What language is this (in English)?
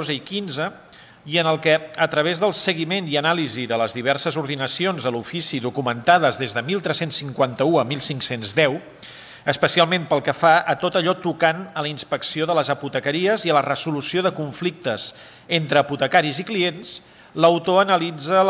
Catalan